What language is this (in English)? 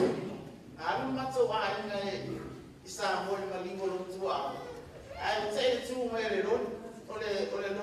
Samoan